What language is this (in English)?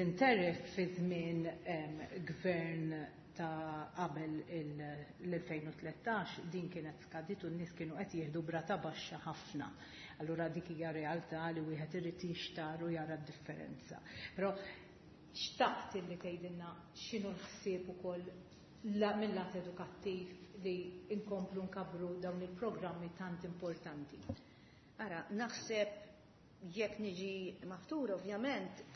Maltese